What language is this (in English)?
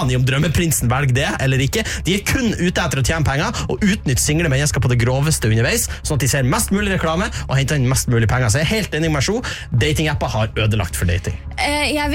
Norwegian